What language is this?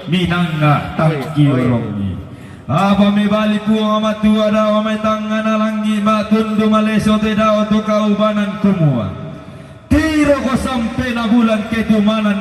Toraja-Sa'dan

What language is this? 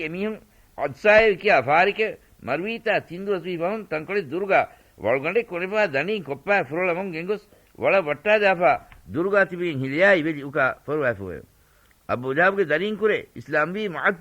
Divehi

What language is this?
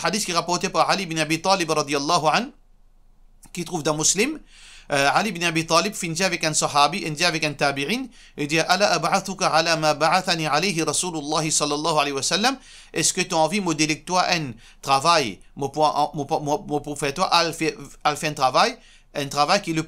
Morisyen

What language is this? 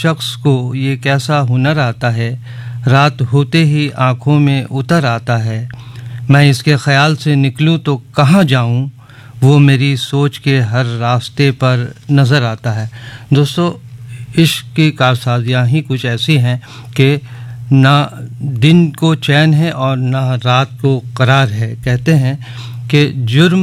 Urdu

